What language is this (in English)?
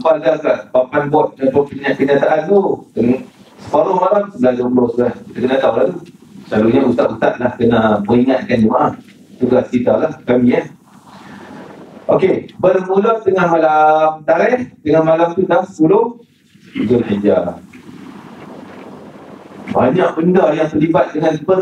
Malay